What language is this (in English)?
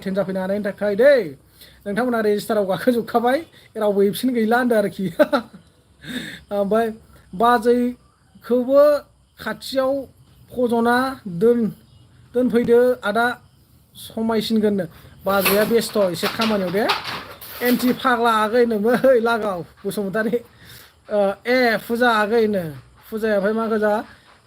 Bodo